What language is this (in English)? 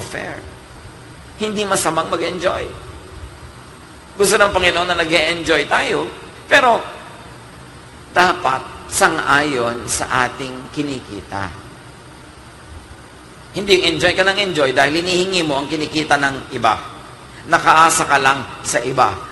Filipino